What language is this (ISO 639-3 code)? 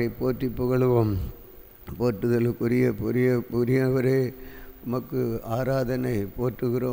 tam